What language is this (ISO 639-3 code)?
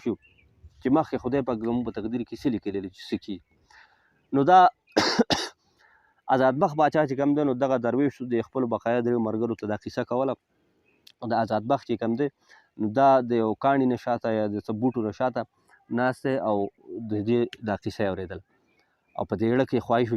pus